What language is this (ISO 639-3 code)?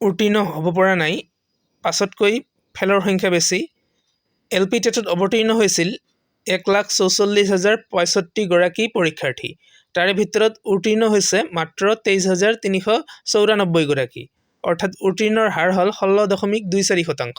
asm